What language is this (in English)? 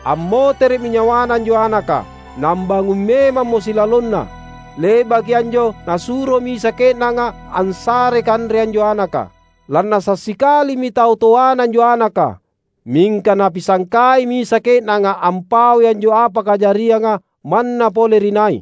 Makasar